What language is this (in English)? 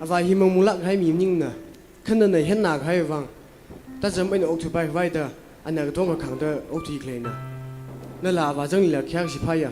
Tangkhul Naga (India)